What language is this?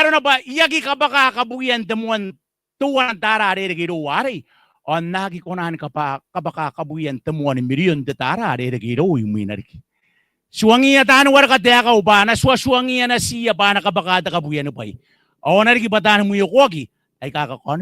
Gilbertese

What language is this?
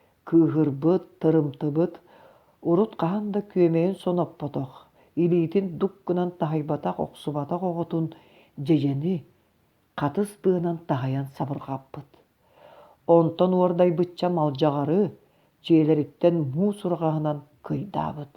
Yakut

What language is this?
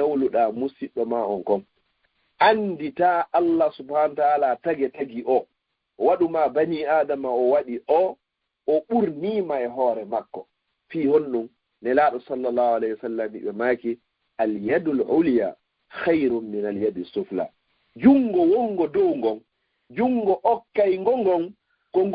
Fula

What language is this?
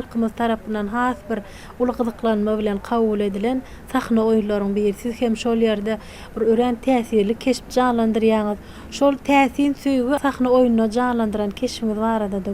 Turkmen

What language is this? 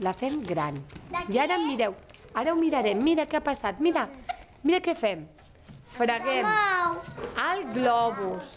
Catalan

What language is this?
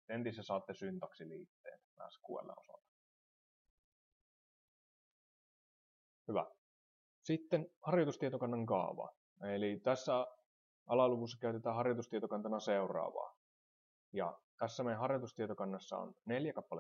Finnish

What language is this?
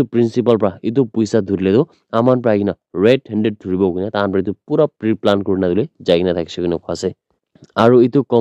Naga Pidgin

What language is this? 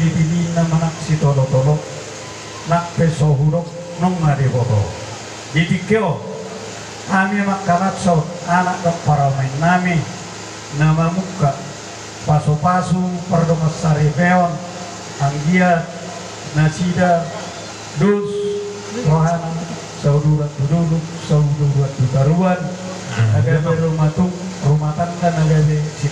Batak Toba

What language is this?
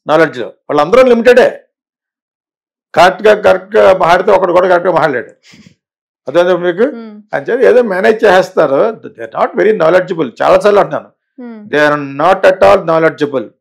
Telugu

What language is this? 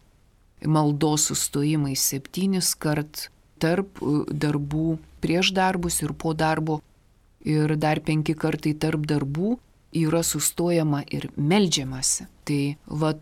Lithuanian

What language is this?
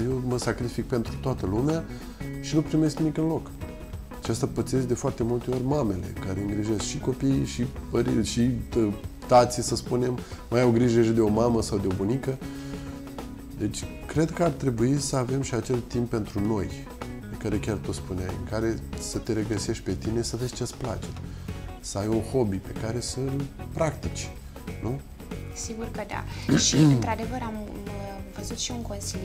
Romanian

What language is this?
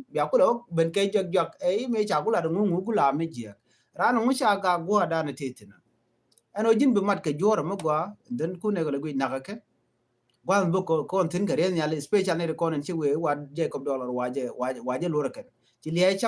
Nuer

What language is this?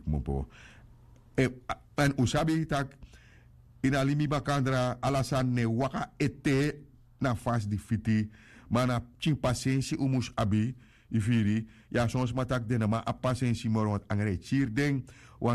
Sranan Tongo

